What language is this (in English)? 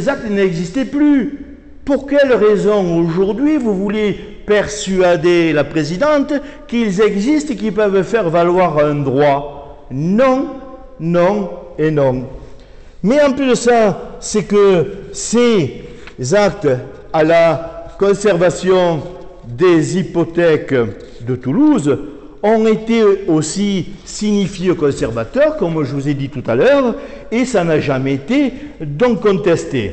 French